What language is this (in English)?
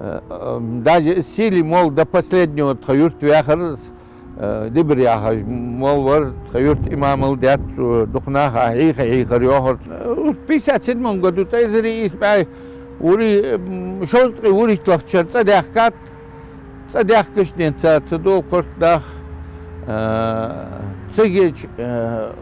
Ingush